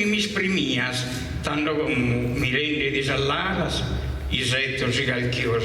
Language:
Sardinian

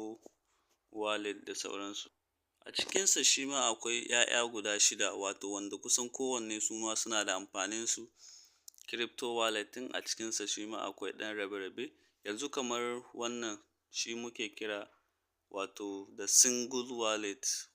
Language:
Hausa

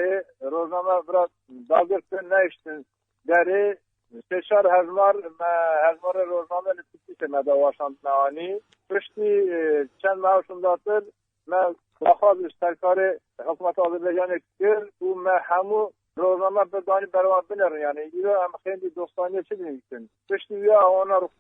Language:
Kurdish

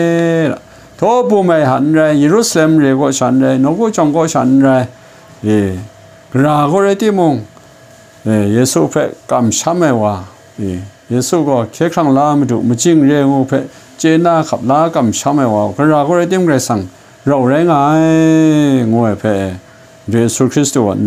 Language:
Kachin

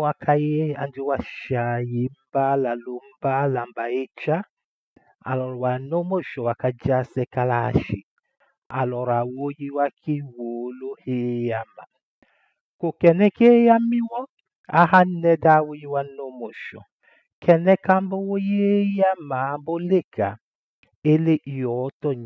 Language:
Tetela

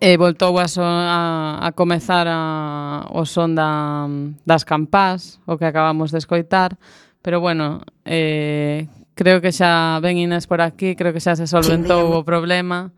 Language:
Galician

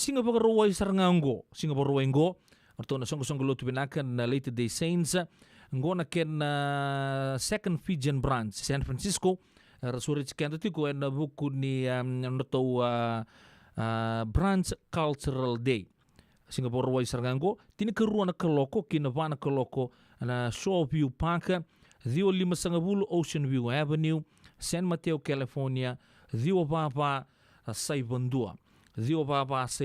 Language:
Fijian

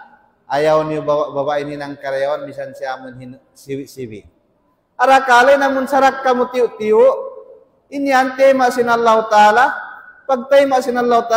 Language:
Tausug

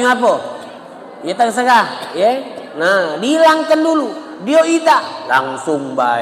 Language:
Musi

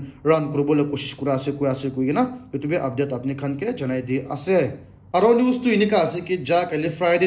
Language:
Naga Pidgin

